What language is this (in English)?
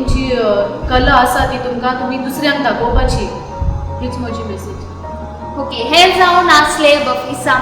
Konkani